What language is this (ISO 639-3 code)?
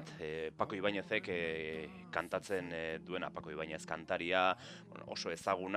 eus